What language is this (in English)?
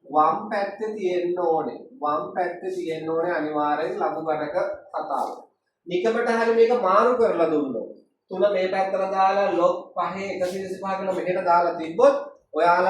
Sinhala